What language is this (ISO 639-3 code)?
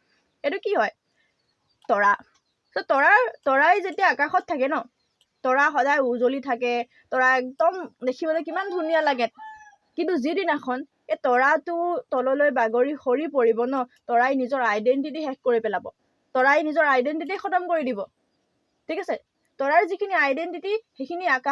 asm